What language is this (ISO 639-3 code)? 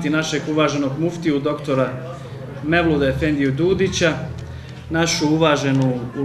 bos